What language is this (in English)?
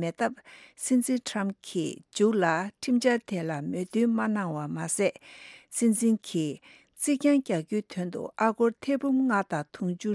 Tibetan